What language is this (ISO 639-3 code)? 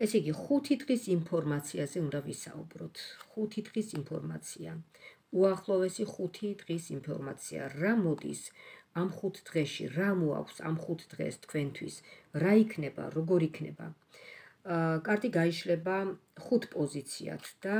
kat